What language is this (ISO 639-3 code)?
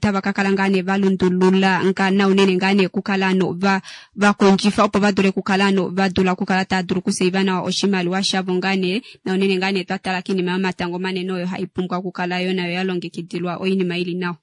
kua